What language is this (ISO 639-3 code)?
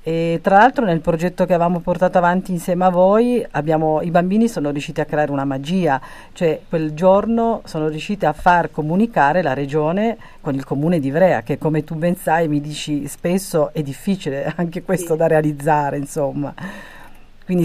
ita